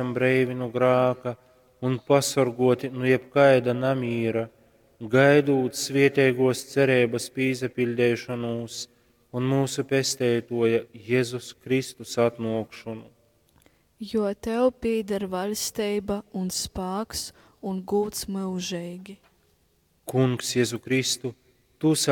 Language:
Latgalian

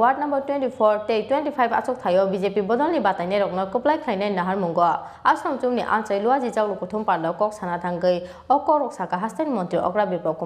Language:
Kok Borok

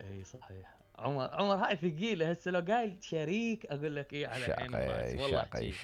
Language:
Mesopotamian Arabic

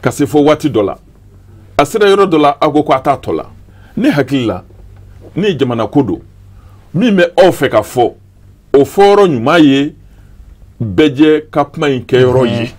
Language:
Bambara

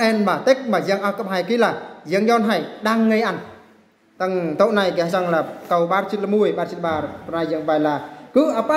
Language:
Eastern Bru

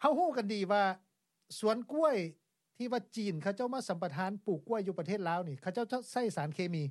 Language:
Lao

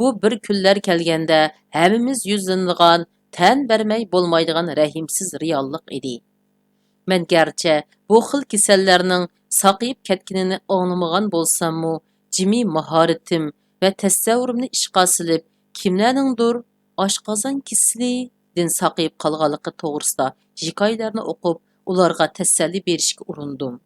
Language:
Uyghur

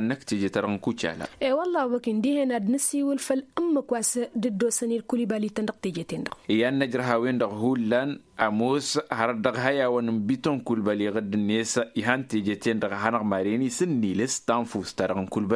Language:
Tamasheq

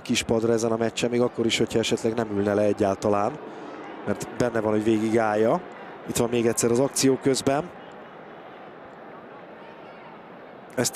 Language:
Hungarian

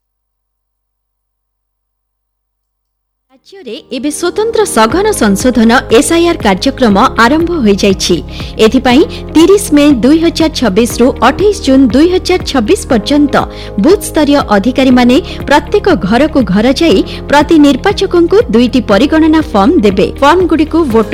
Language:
Odia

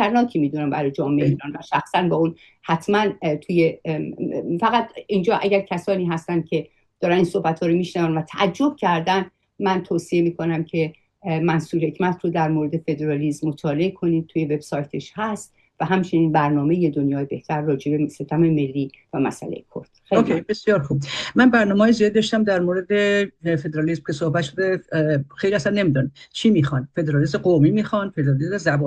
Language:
Persian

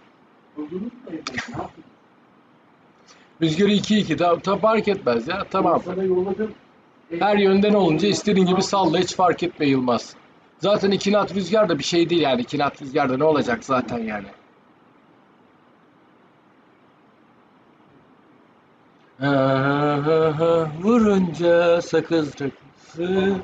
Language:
Turkish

